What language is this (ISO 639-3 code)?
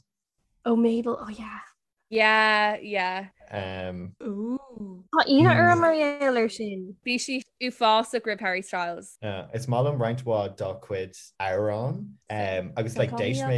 gle